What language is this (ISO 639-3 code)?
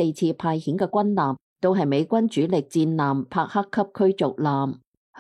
yue